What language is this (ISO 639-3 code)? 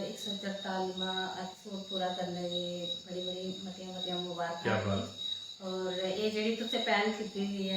doi